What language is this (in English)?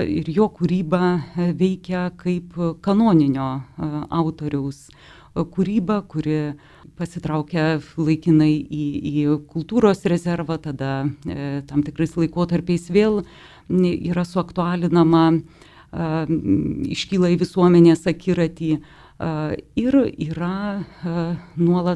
Lithuanian